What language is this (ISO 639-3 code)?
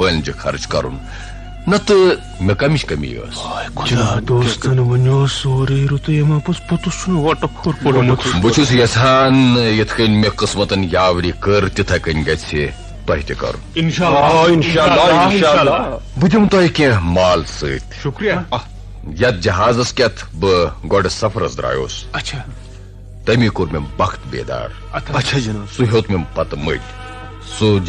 kas